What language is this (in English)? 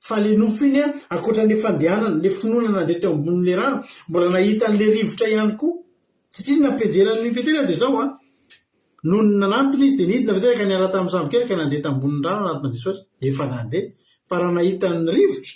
Malagasy